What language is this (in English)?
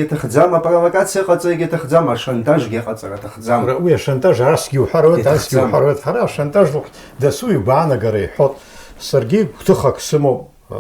Abkhazian